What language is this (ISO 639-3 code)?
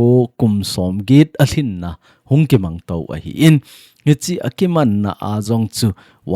tcz